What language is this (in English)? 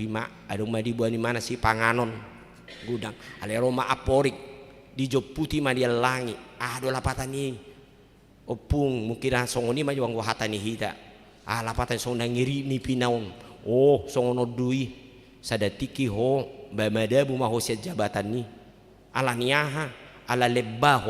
Batak Toba